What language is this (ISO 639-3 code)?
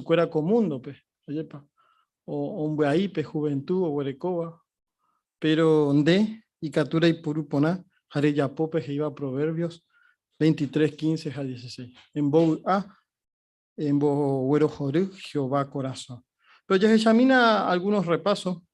grn